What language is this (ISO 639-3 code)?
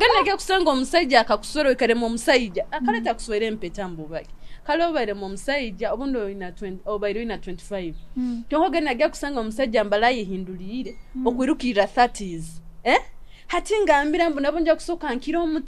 nyo